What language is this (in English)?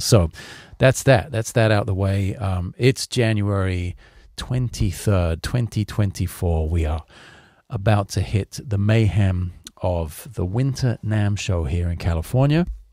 English